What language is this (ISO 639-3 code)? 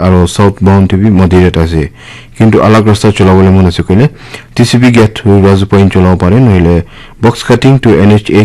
nag